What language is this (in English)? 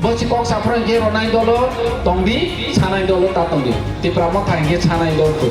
Kok Borok